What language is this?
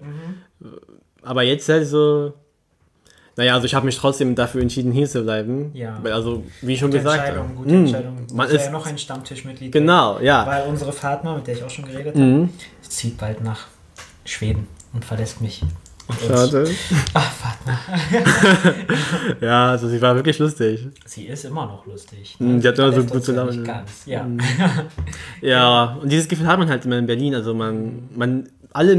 German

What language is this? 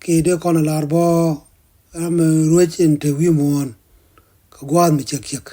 Nuer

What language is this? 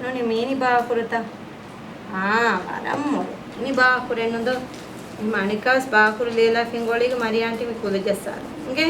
Divehi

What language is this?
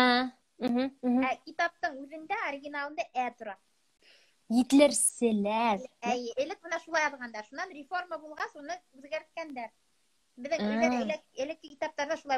Bashkir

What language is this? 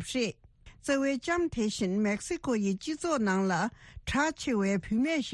Tibetan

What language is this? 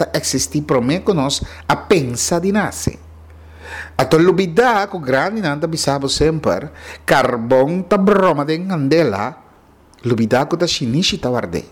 Papiamento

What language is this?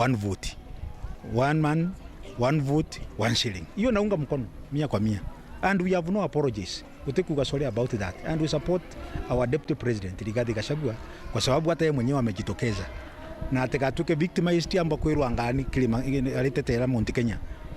Meru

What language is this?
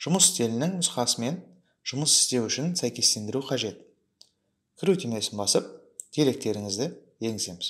Kazakh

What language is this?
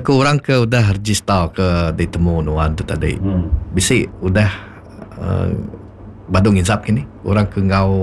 Iban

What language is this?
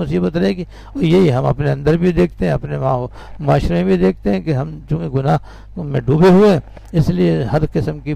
Urdu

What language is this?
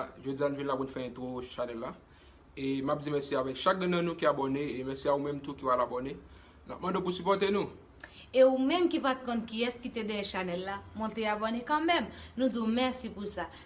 Haitian Creole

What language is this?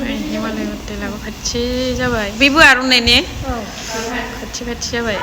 Bodo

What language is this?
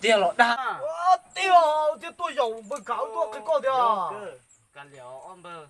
Hmong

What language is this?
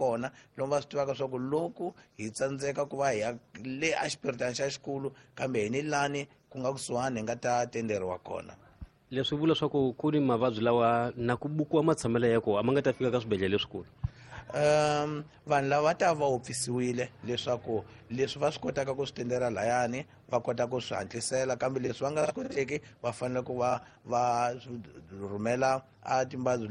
Tsonga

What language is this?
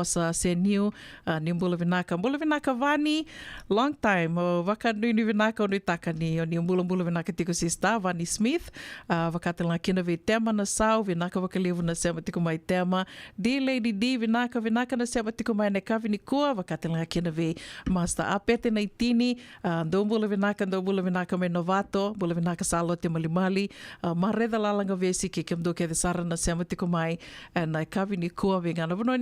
Fijian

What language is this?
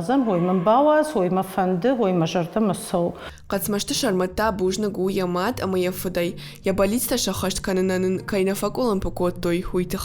Ossetic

